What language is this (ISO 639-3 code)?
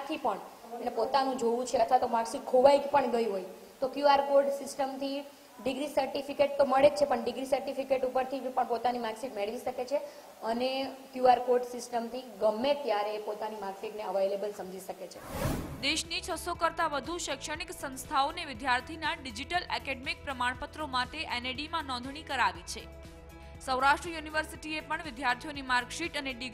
guj